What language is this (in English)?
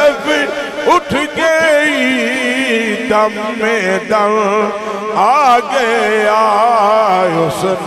Urdu